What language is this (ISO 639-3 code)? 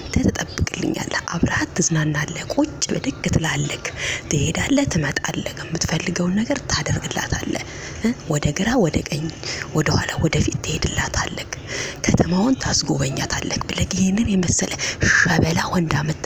amh